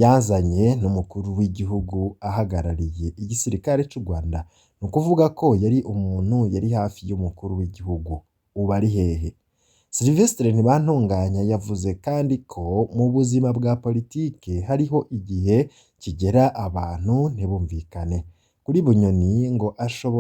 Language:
Rundi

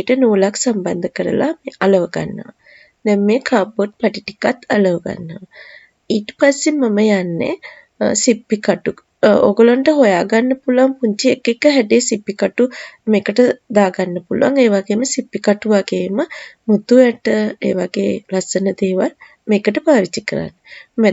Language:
Sinhala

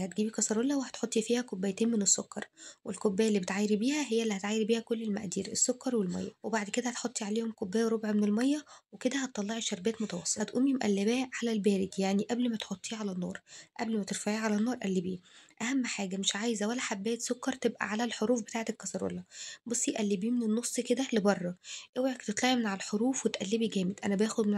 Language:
Egyptian Arabic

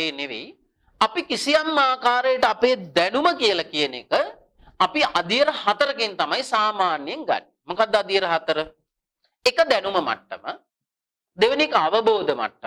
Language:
Sinhala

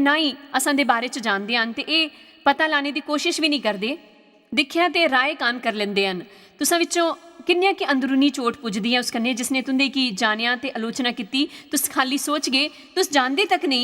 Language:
Dogri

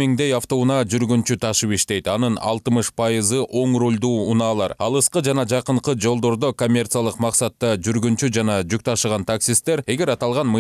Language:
Kyrgyz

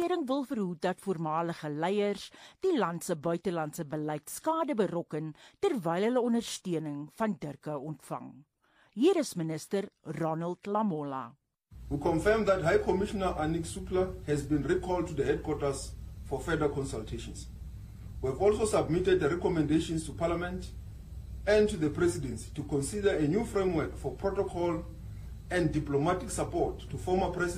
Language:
Afrikaans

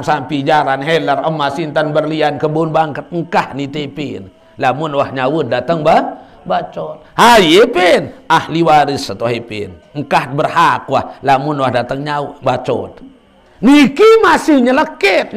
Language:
Sasak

